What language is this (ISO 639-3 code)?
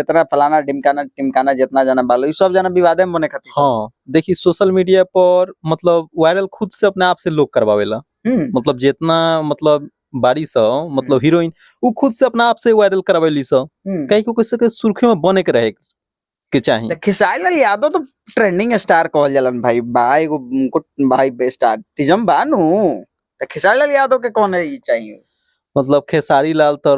bho